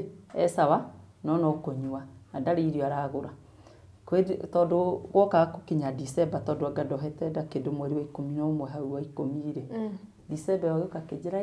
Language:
Kikuyu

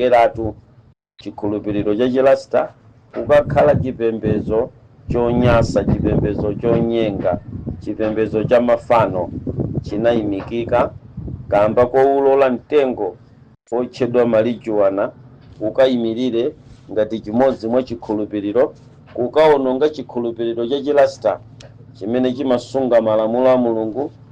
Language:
Nyanja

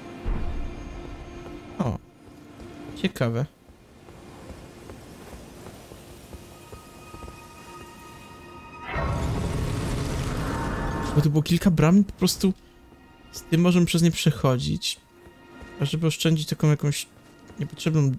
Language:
Polish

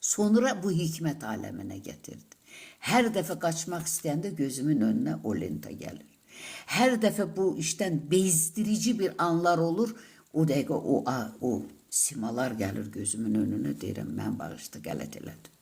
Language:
Azerbaijani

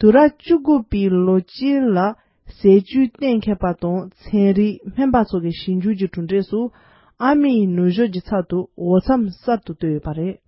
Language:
Tibetan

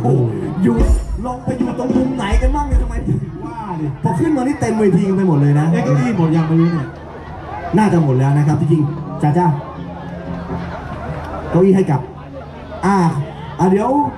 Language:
Thai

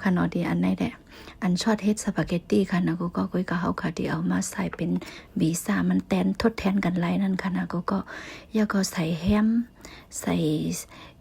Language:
Shan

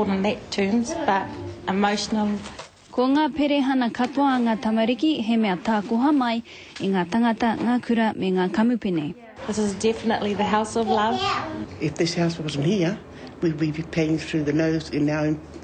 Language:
Māori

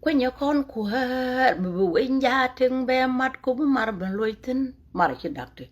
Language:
Nuer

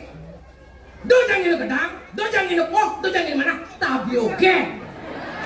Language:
Balinese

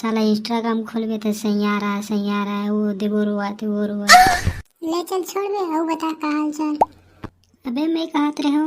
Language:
Chhattisgarhi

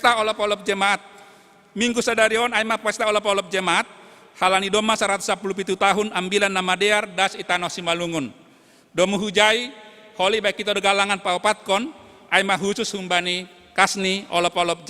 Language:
Batak Simalungun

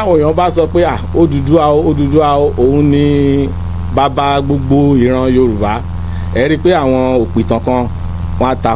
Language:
Yoruba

